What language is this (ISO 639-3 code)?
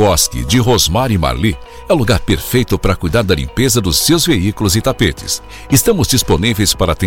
por